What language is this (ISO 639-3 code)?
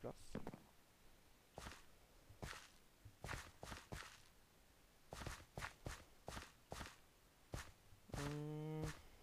nor